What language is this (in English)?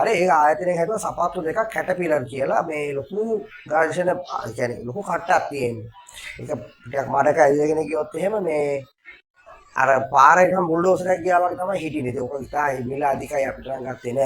Sinhala